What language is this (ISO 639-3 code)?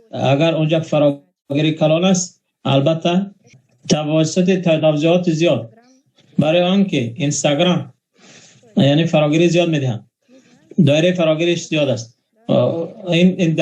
tgk